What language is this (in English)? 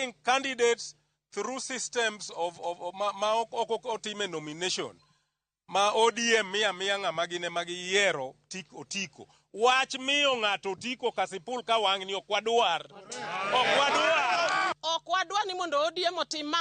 Luo (Kenya and Tanzania)